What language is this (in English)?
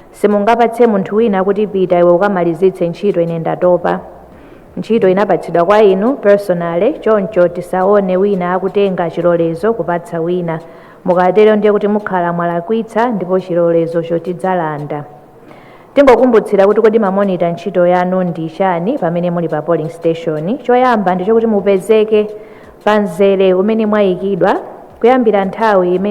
Nyanja